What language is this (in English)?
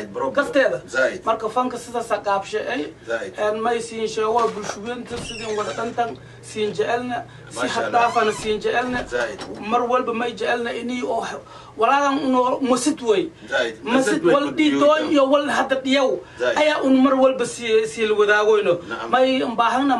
Somali